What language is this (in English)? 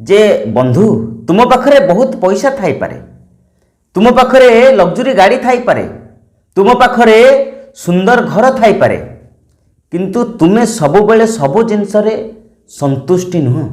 Odia